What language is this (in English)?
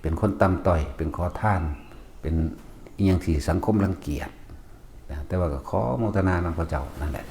Northeastern Thai